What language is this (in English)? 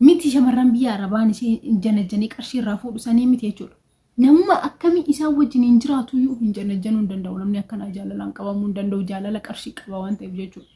Oromo